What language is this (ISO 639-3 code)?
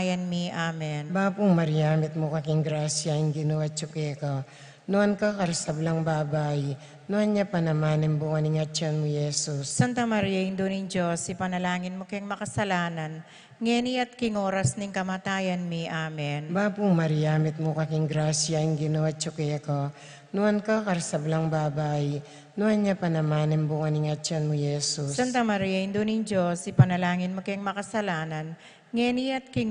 pam